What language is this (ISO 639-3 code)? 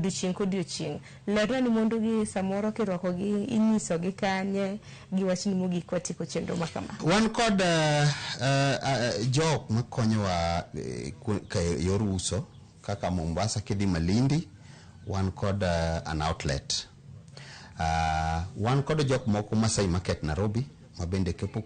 luo